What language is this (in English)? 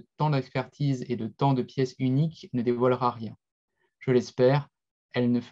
French